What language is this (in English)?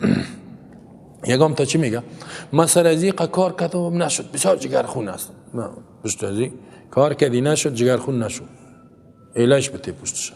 Persian